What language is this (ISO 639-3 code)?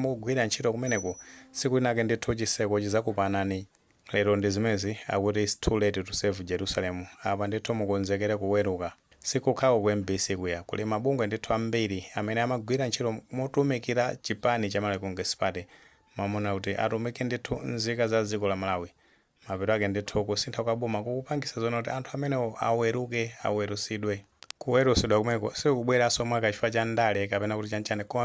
nya